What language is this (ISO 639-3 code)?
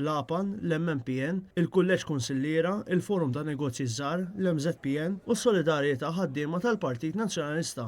mlt